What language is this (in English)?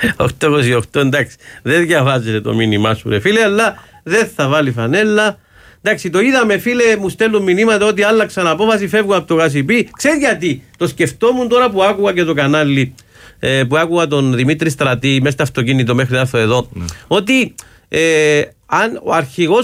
Greek